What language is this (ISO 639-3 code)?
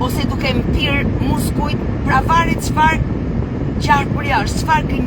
sqi